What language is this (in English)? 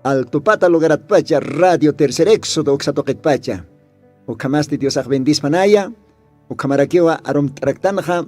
Aymara